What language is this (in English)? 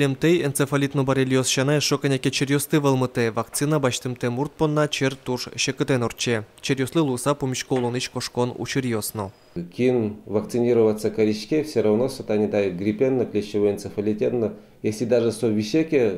Udmurt